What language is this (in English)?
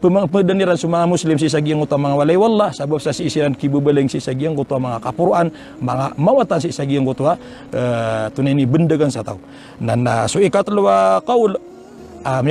Maranao